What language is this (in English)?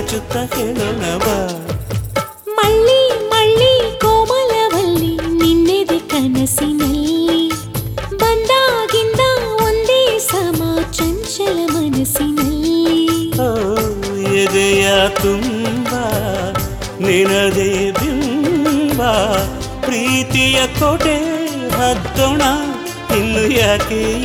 Kannada